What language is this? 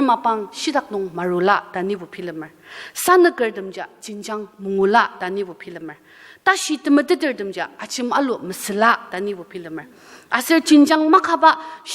Ao Naga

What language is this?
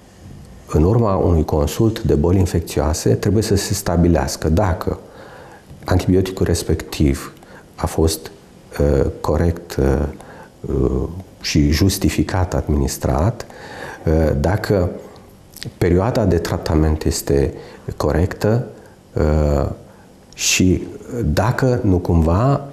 Romanian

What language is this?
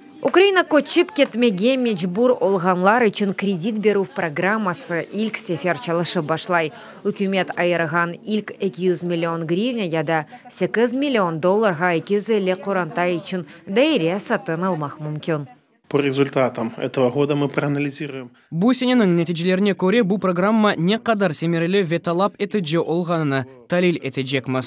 Crimean Tatar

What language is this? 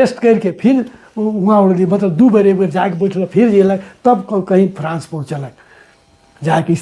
Sadri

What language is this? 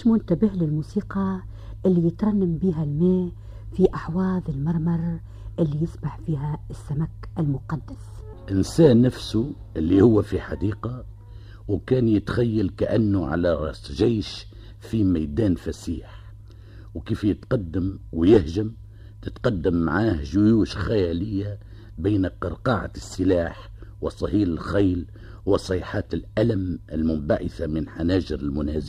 Tunisian Arabic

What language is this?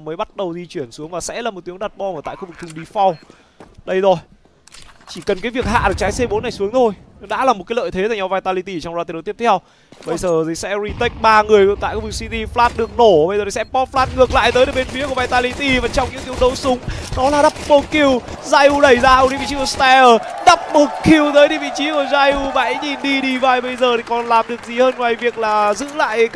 Vietnamese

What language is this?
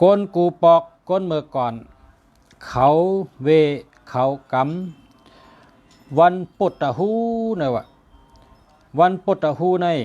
Shan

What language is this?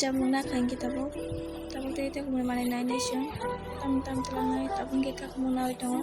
Kok Borok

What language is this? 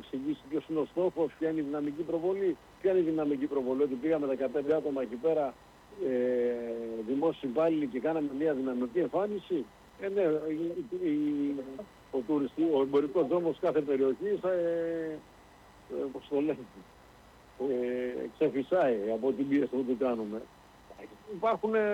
Greek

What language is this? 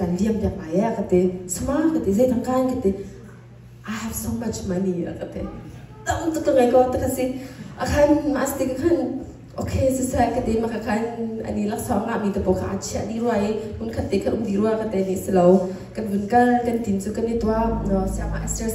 Hakha Chin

